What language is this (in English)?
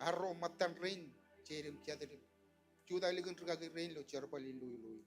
Marshallese